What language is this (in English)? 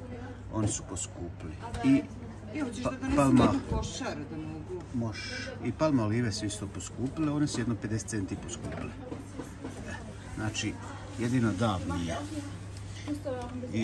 Croatian